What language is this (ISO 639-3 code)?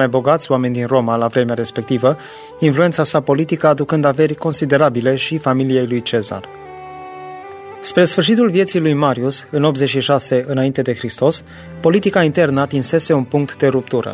ron